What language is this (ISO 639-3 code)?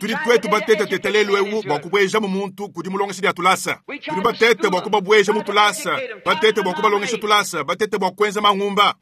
lua